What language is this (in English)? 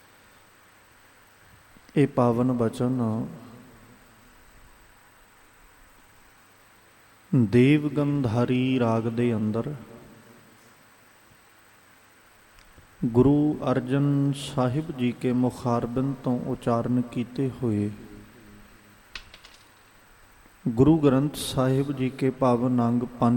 Punjabi